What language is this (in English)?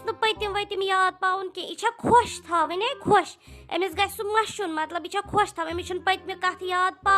Kashmiri